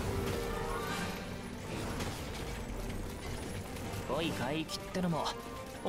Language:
Japanese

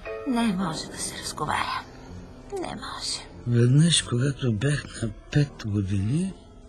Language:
Bulgarian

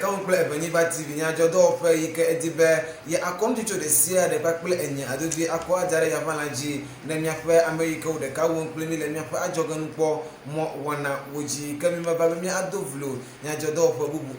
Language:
Ewe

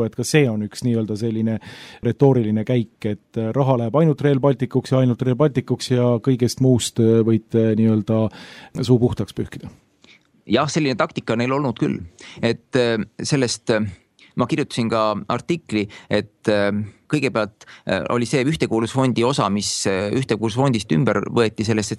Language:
Estonian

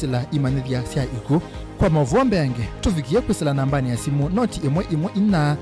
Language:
Kamba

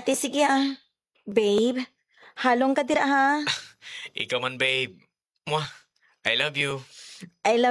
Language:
Hiligaynon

